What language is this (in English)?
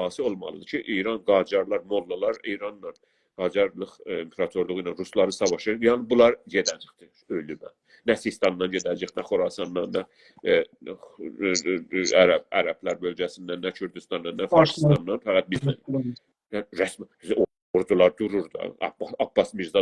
South Azerbaijani